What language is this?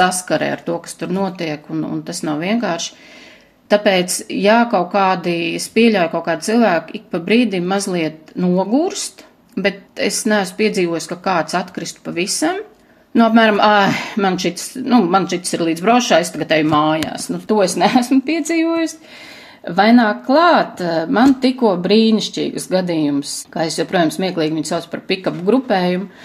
Latvian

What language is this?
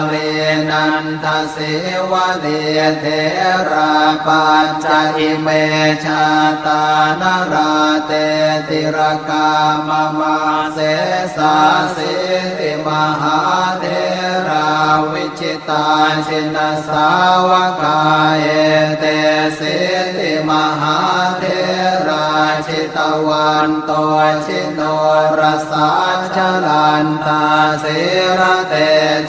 Pali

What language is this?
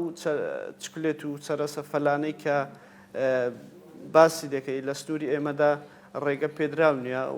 Central Kurdish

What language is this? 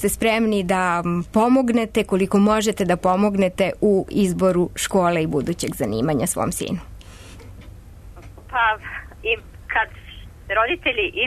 Serbian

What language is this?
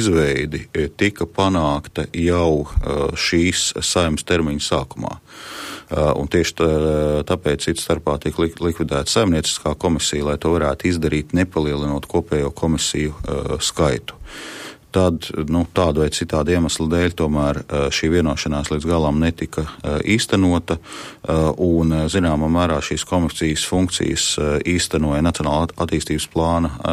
Latvian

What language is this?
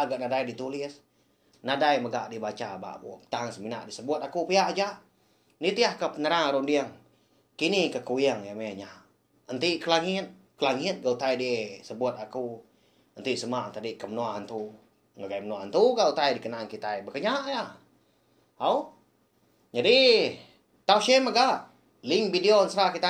Iban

